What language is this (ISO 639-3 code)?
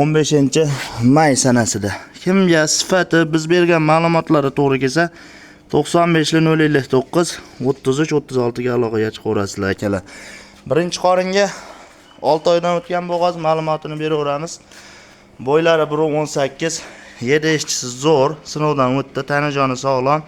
uzb